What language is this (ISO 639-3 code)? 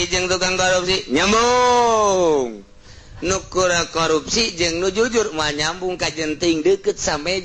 sun